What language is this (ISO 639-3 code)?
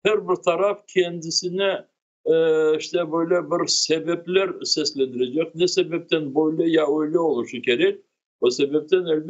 crh